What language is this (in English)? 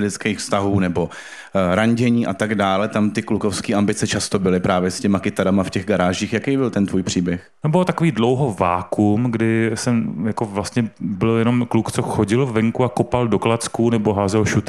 Czech